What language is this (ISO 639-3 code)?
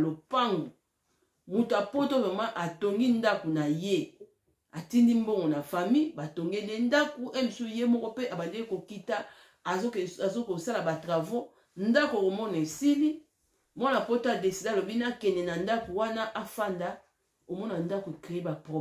lin